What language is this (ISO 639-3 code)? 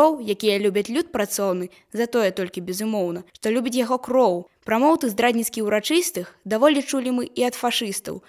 bel